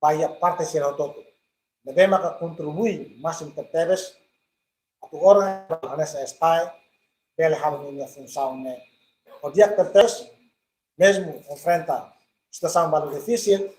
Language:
Tetum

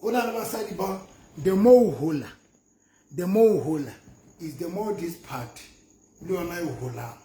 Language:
Southern Sotho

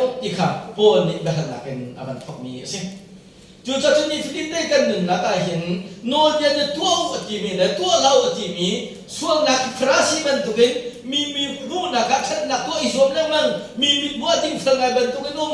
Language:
Hakha Chin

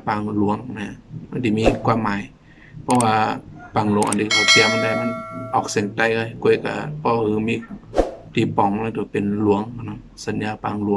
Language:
Shan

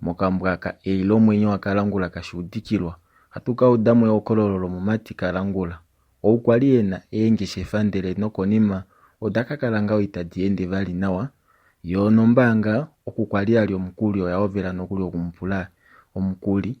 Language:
Kuanyama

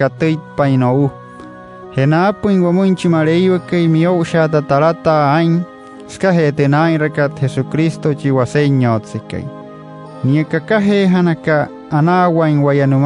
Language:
Wayuu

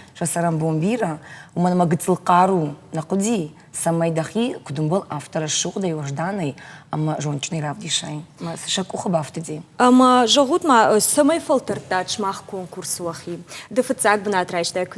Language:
Ossetic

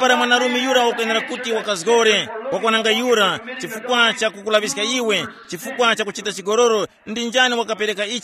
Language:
Tumbuka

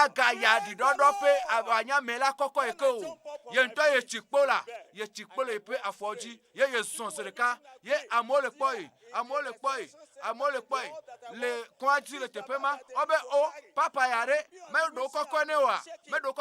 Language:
Ewe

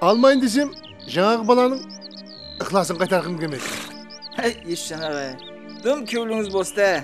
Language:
Kara-Kalpak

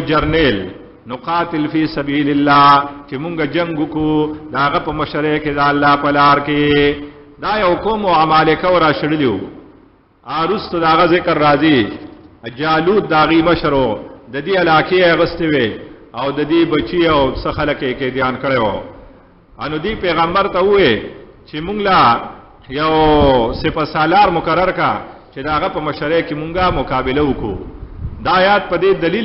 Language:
Pashto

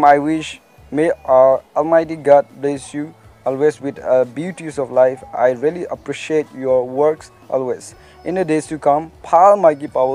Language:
Naga Pidgin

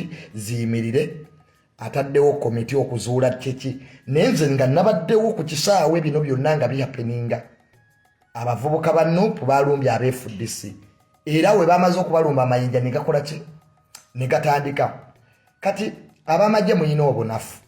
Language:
Ganda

